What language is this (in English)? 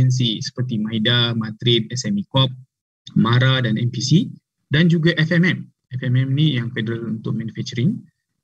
Malay